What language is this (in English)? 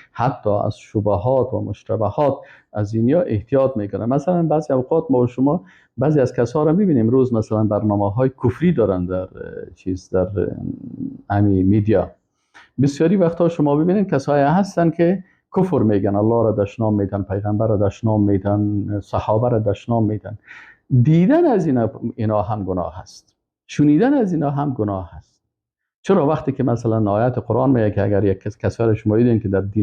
Persian